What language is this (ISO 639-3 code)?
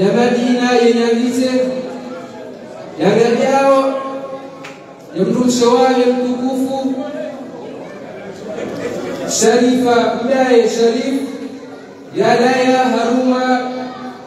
swa